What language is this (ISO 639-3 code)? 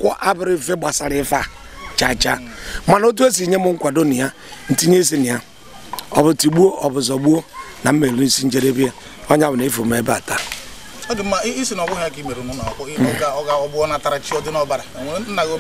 ibo